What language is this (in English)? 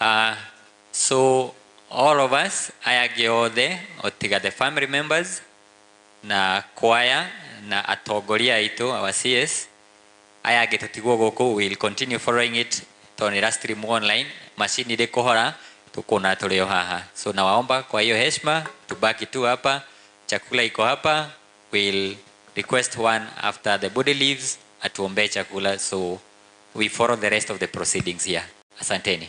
Kikuyu